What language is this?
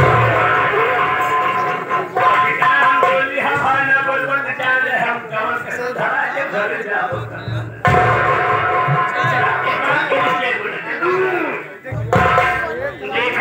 Bhojpuri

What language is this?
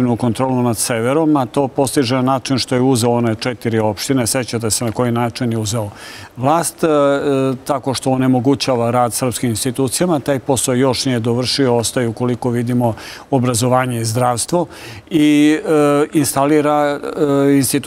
Serbian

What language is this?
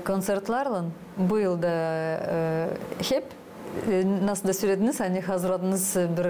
Gagauz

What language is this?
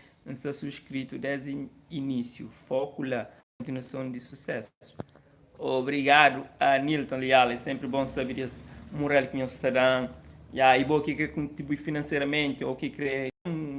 Kabuverdianu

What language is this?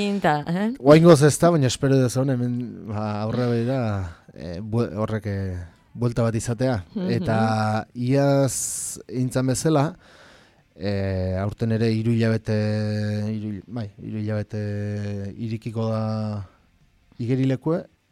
Basque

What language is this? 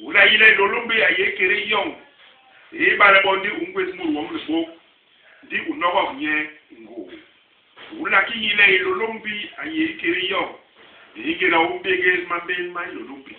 Basaa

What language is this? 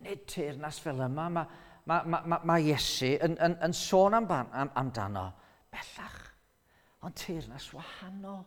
Welsh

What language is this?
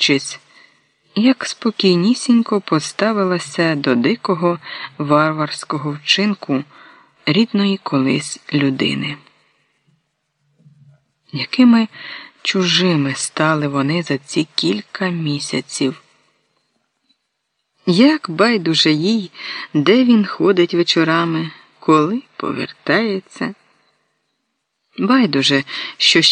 Ukrainian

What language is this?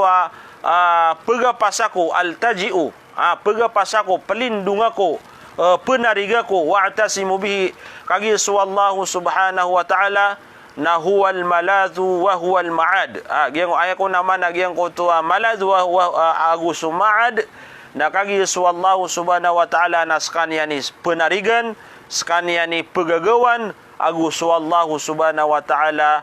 Maranao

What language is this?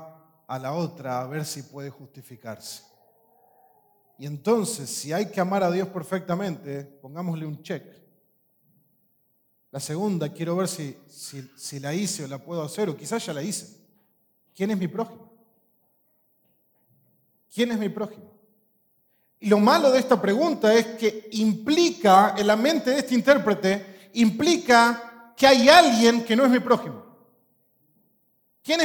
Spanish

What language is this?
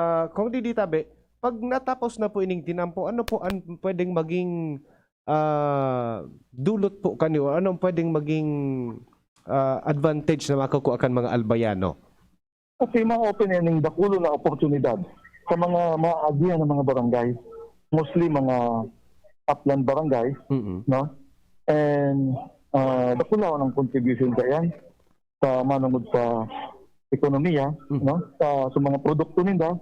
Bikol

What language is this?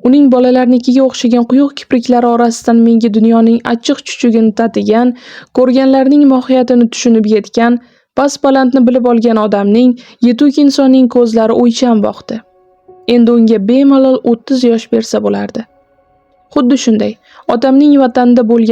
Uzbek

